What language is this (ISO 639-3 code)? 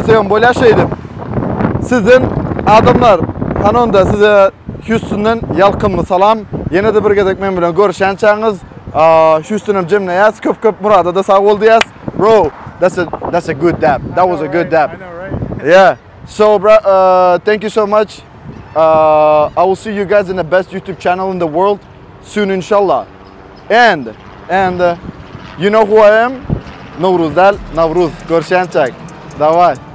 tuk